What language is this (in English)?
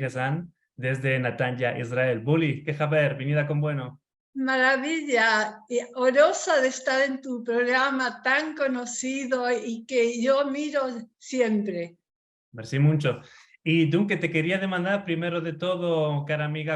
Ladino